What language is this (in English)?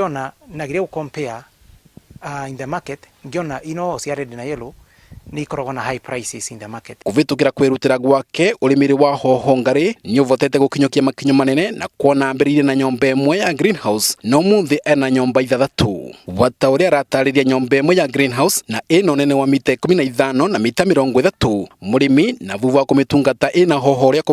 Kikuyu